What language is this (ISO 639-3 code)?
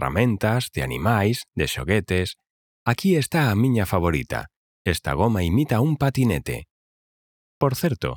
glg